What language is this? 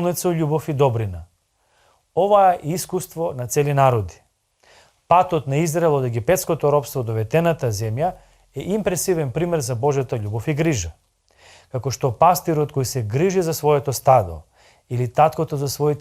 Macedonian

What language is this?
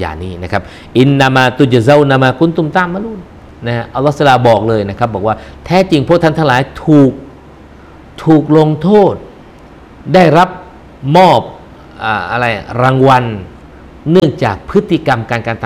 Thai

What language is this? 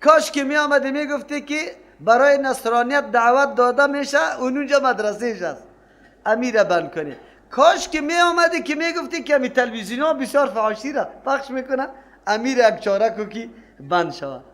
Persian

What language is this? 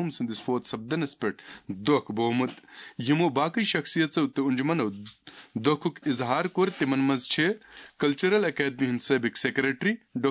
Kashmiri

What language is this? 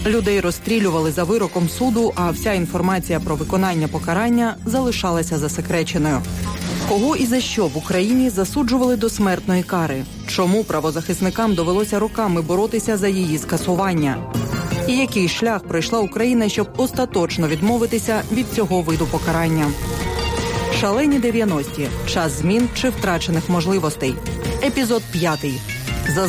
Ukrainian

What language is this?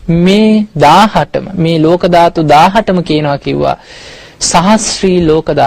Sinhala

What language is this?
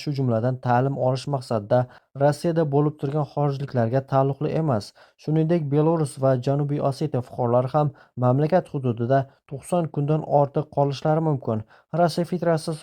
Uzbek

